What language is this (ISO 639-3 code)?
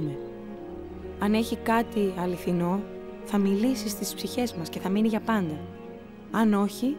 ell